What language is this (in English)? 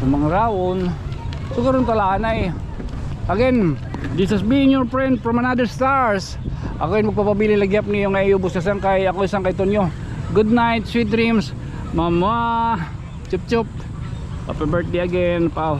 Waray